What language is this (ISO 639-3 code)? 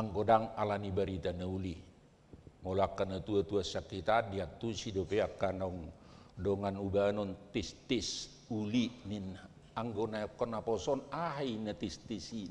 bbc